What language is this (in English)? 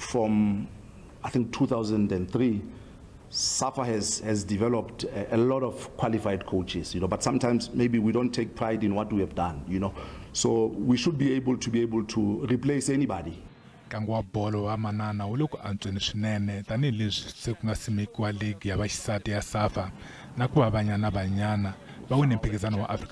Tsonga